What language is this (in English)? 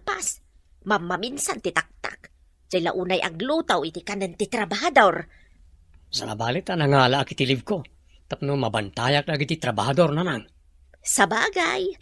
Iloko